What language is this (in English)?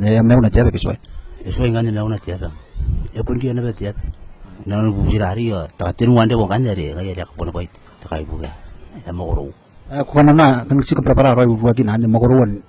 Gilbertese